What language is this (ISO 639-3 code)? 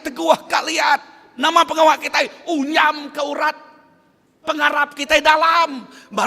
iba